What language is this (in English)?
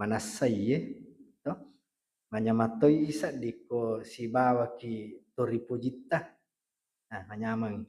Buginese